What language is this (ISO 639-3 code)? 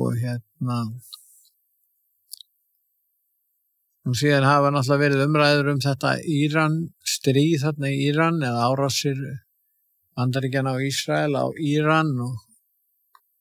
isl